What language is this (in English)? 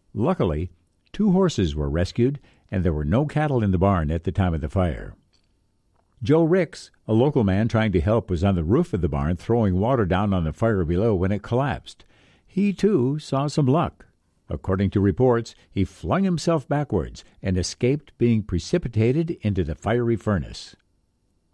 English